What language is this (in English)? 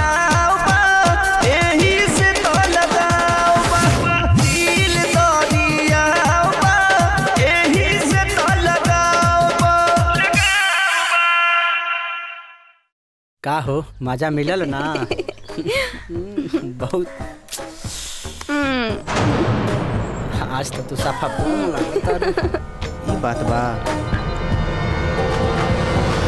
Bhojpuri